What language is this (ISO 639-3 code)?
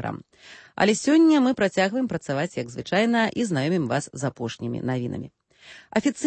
bel